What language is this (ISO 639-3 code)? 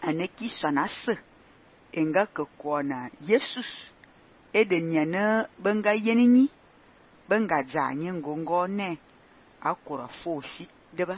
fan